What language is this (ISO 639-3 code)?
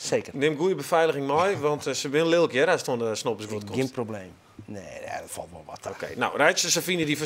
fry